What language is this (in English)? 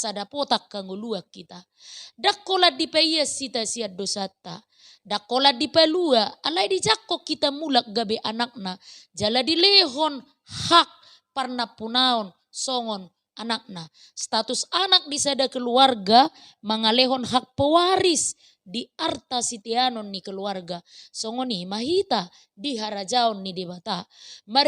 Batak Toba